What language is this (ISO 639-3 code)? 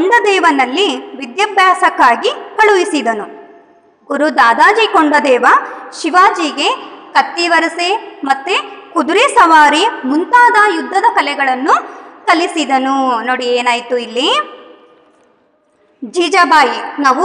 kan